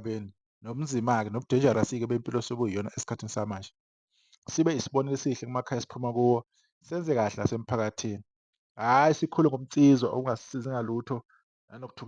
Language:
Zulu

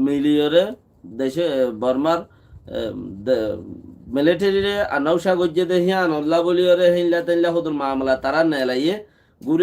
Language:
Rohingya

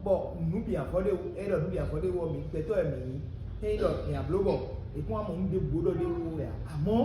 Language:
Fon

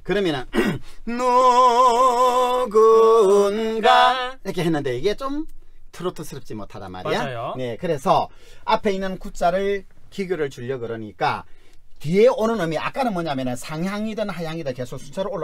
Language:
Korean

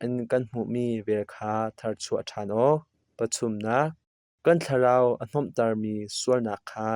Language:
Hakha Chin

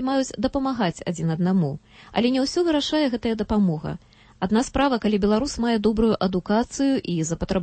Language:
Belarusian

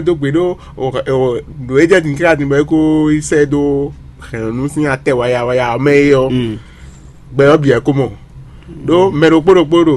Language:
Fon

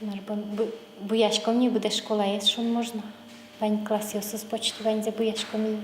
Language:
Udmurt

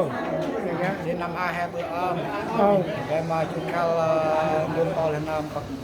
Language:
Central Mnong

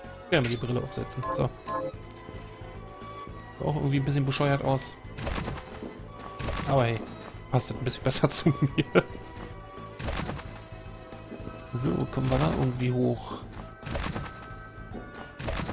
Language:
German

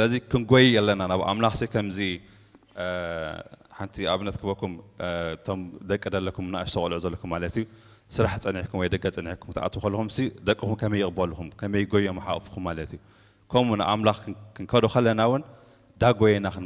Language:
Tigrinya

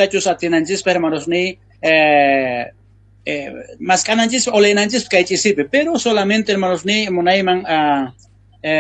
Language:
South Bolivian Quechua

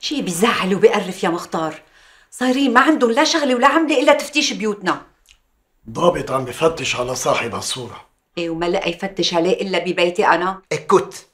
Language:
North Levantine Arabic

